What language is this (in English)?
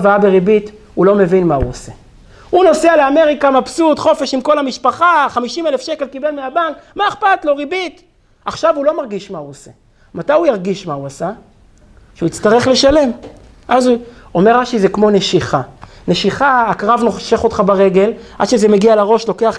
Hebrew